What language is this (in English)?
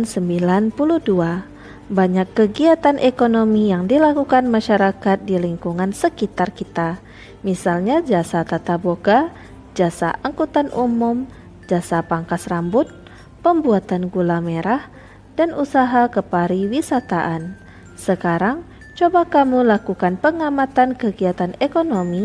Indonesian